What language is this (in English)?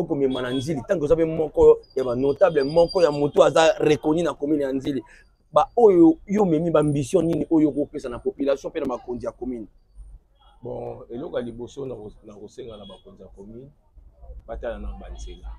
Lingala